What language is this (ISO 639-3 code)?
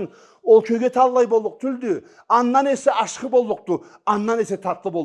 krc